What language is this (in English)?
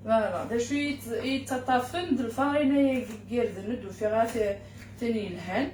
Kabyle